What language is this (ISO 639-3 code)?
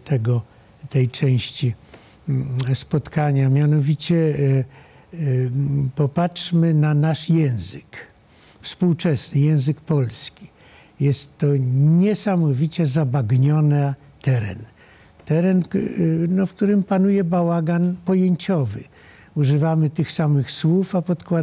pol